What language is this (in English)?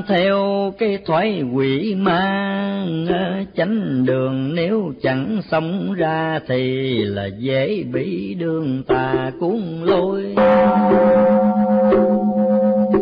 Vietnamese